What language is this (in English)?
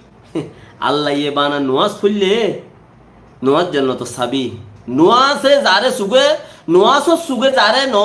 Rohingya